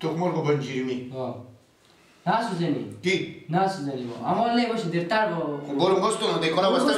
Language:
Persian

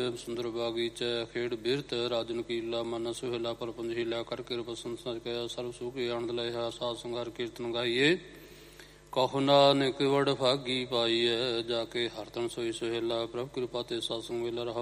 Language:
Punjabi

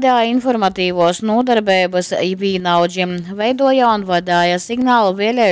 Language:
Latgalian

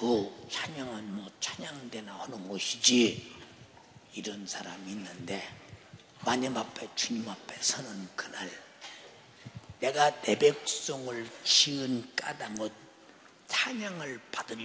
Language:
Korean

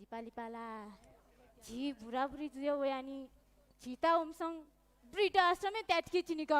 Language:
Newari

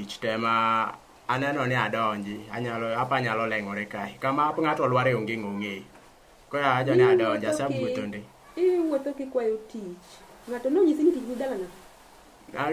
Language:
Luo (Kenya and Tanzania)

